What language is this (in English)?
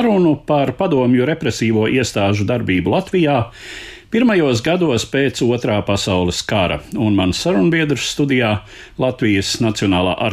Latvian